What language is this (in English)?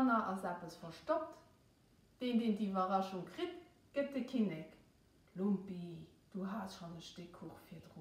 Luxembourgish